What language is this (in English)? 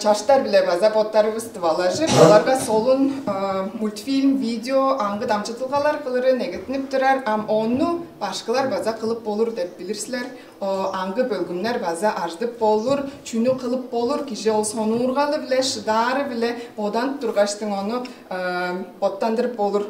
Tuvinian